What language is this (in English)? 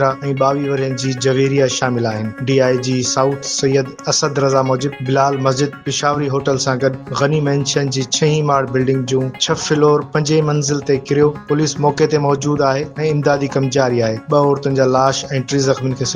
Sindhi